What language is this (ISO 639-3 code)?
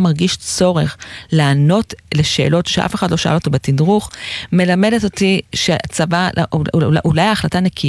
heb